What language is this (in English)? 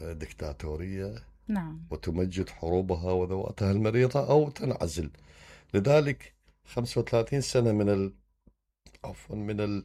Mesopotamian Arabic